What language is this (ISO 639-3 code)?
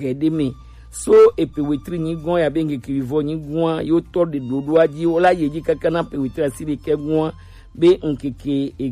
gej